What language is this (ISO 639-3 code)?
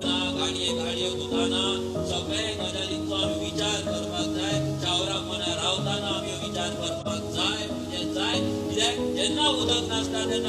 kok